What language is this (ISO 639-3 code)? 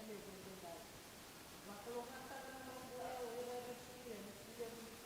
fij